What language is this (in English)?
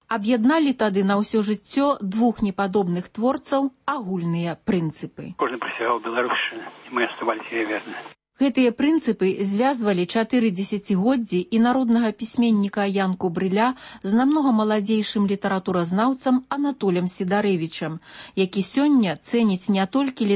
Belarusian